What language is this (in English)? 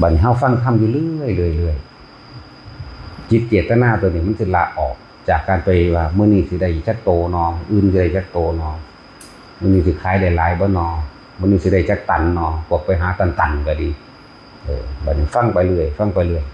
Northeastern Thai